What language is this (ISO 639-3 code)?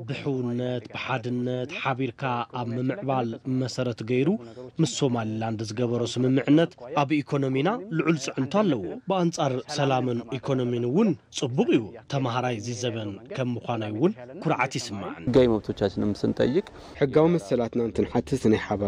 tir